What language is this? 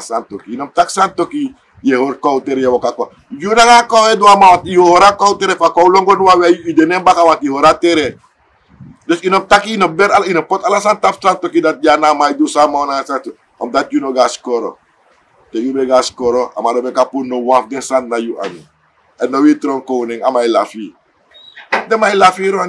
Sranan Tongo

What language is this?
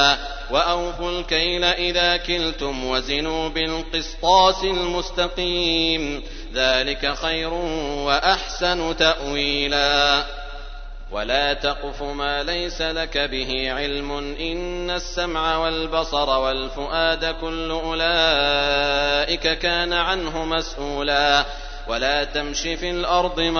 Arabic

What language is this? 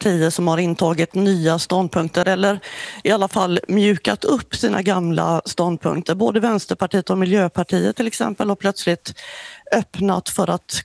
Swedish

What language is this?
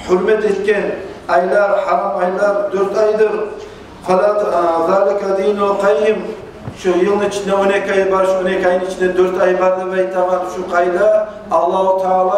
Kumyk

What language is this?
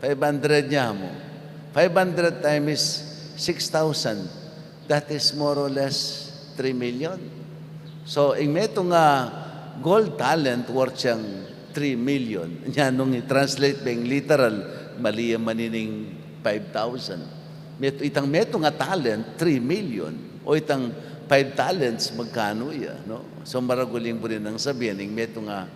Pampanga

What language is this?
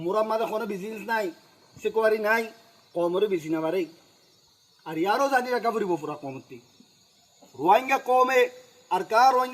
Rohingya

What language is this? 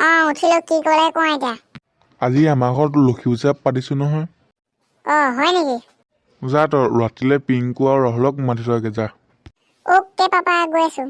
Assamese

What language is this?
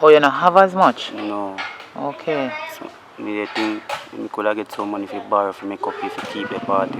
Jamaican Creole English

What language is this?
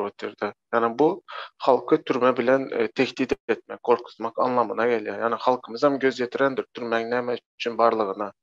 Turkmen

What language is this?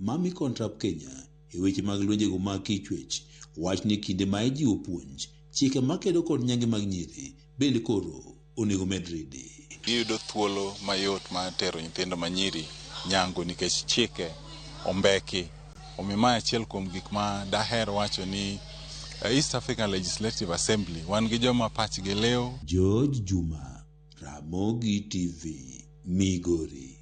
Luo (Kenya and Tanzania)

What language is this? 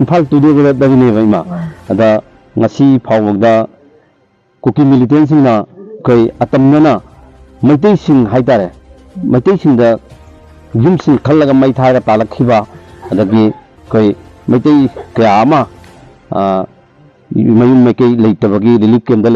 Manipuri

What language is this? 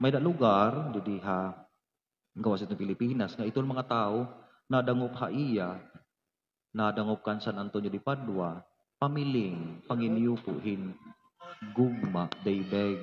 Waray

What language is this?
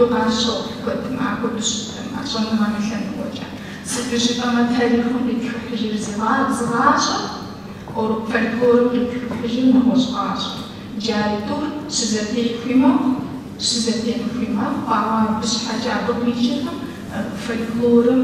Kabardian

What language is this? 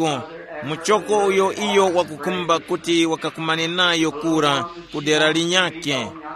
Tumbuka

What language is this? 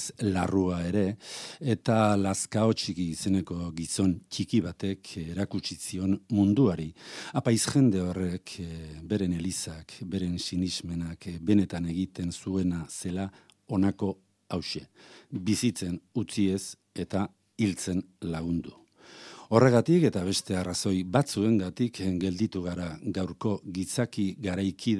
Basque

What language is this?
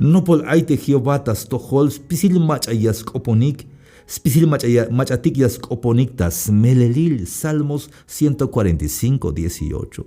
Tzeltal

